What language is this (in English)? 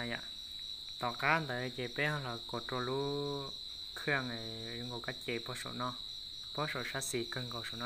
Hmong